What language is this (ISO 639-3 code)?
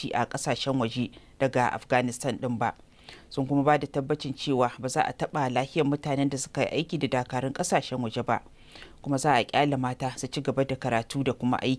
hau